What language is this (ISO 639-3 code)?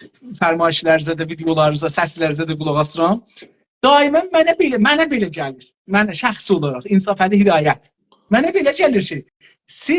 azb